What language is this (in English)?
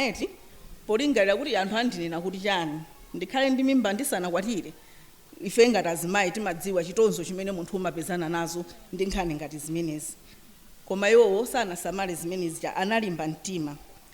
Nyanja